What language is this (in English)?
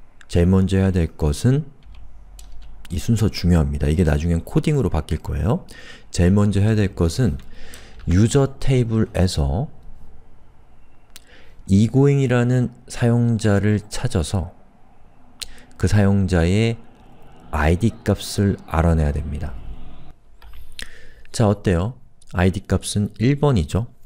Korean